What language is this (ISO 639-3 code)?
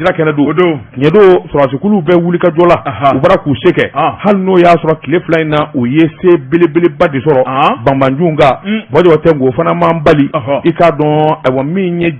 bam